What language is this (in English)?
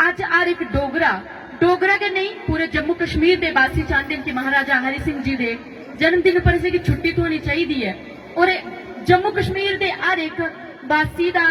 Dogri